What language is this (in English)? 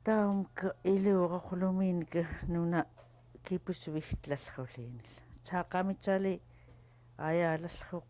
Central Yupik